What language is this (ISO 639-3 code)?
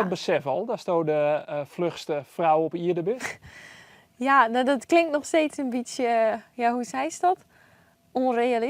fry